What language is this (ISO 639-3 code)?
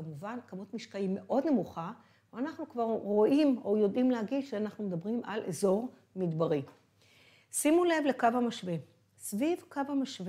heb